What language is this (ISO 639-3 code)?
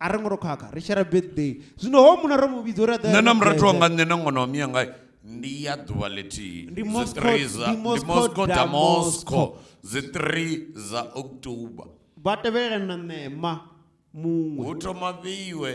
ven